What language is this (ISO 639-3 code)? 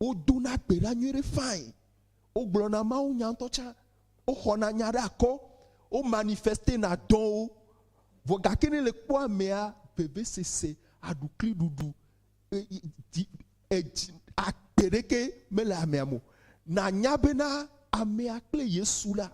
ewe